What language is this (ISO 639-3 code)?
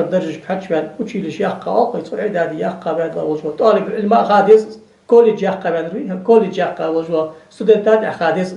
inh